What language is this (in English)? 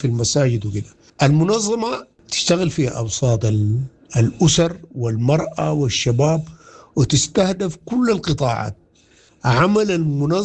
Sudanese Arabic